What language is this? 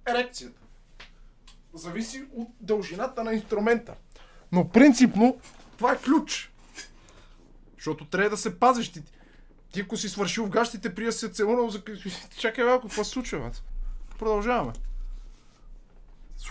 Bulgarian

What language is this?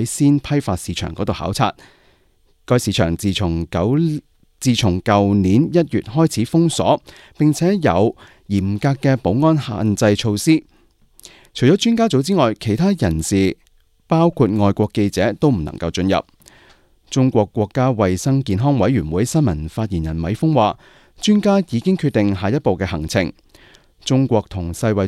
Cantonese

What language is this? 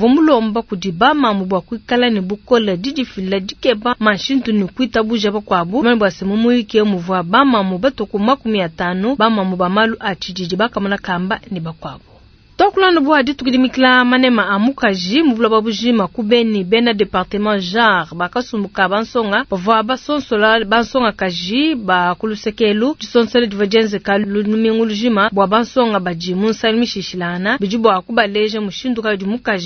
Luba-Lulua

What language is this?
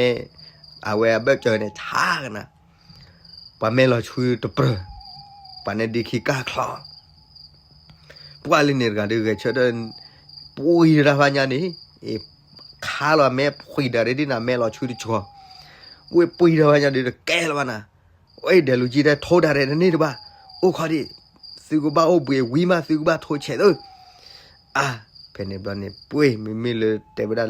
S'gaw Karen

